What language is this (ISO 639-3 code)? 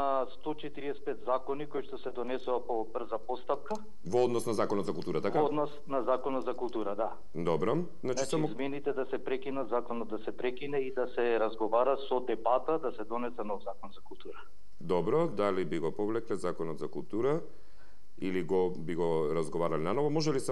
mkd